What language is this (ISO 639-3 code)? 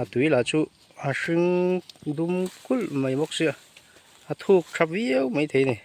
lus